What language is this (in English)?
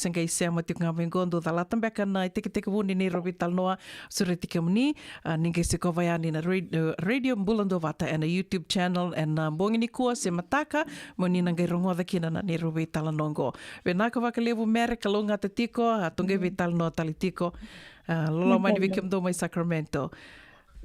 Fijian